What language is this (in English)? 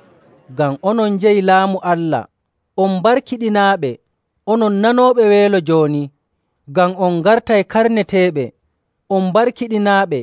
Nigerian Fulfulde